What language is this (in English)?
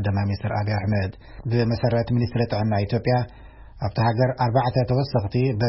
Tigrinya